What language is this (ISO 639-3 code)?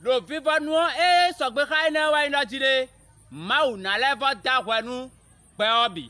fon